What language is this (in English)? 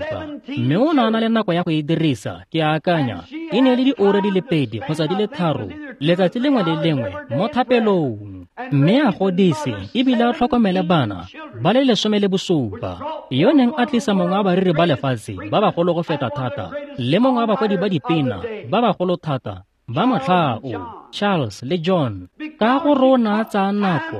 Tswana